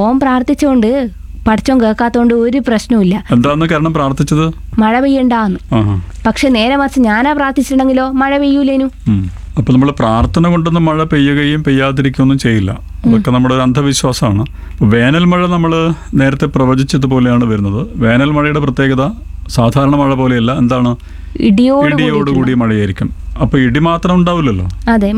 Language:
Malayalam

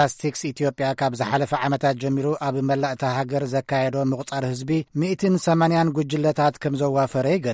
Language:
Tigrinya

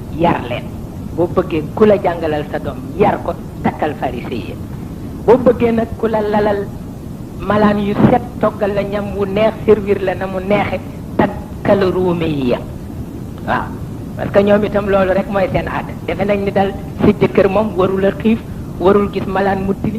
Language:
Wolof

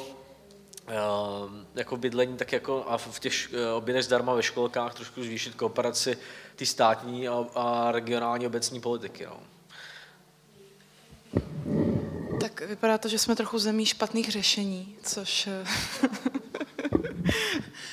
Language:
Czech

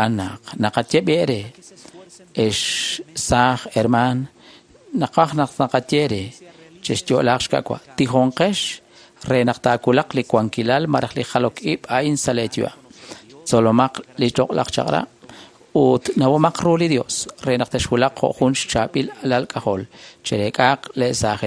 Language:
Kekchí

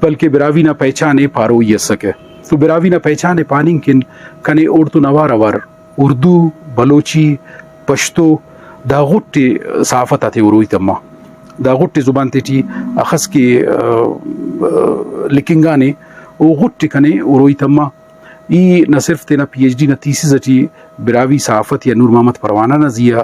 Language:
Brahui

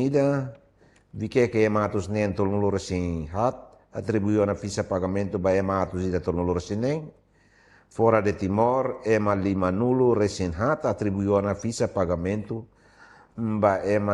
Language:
Tetum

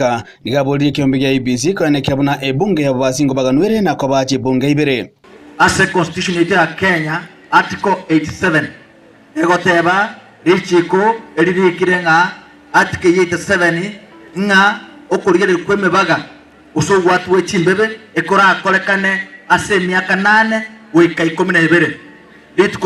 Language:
Gusii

